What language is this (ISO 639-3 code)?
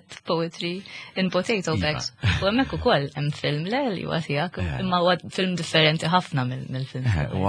mlt